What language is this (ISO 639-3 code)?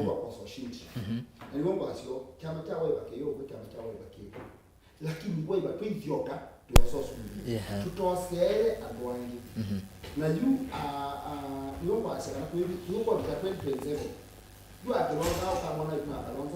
kam